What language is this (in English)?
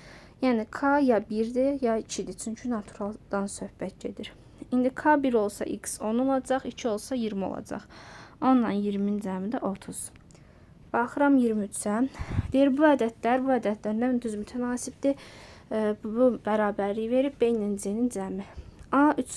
Azerbaijani